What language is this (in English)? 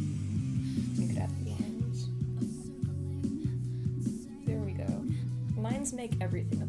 English